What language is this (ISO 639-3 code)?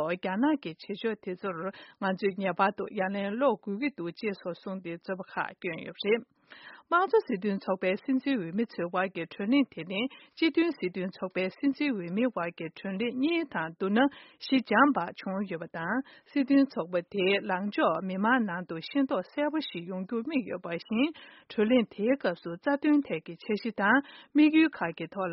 bod